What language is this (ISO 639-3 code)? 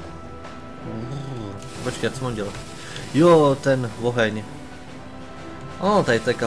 ces